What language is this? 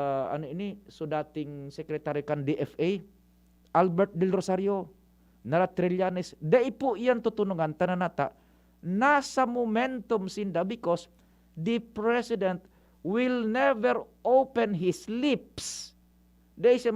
Bikol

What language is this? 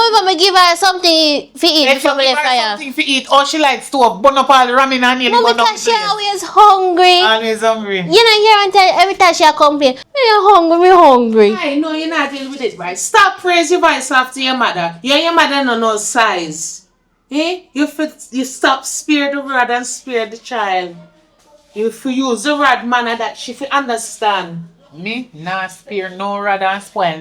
Jamaican Creole English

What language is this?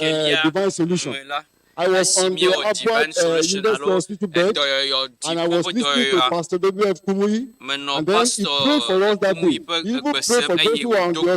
Ewe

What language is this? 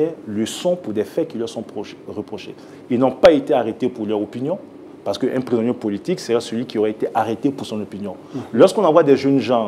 French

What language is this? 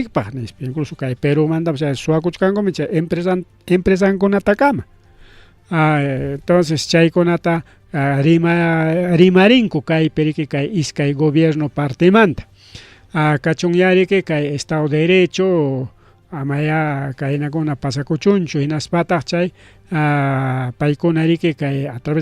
Ayacucho Quechua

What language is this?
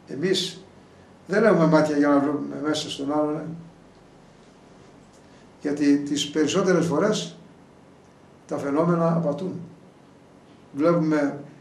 Greek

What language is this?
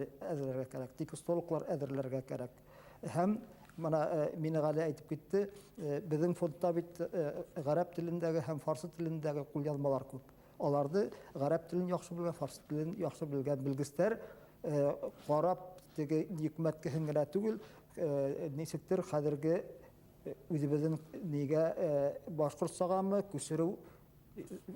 Bashkir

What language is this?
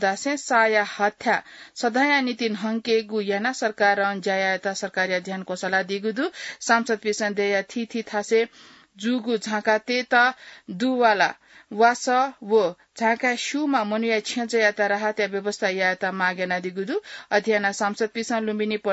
Newari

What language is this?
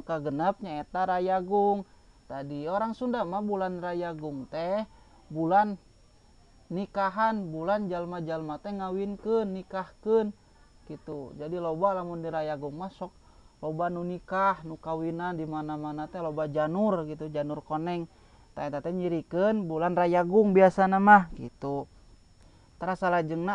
Sundanese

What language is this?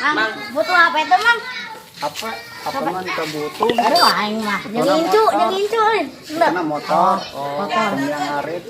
Sundanese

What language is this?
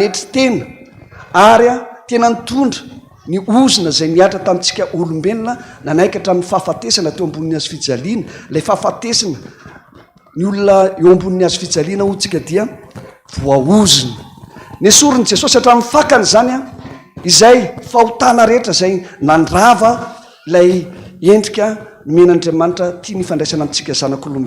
Malagasy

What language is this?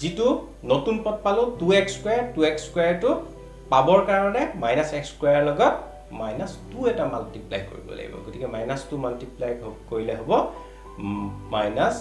Assamese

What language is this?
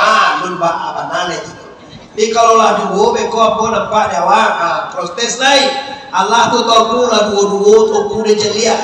Minangkabau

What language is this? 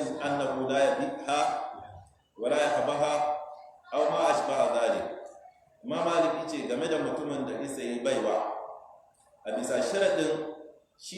Hausa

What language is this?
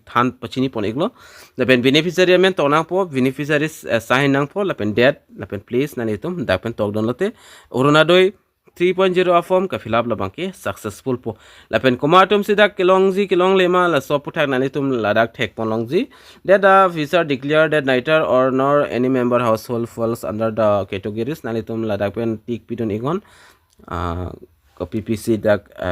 Karbi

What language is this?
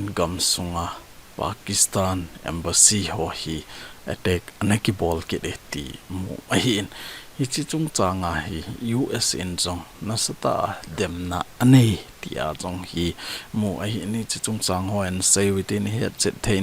Thado Chin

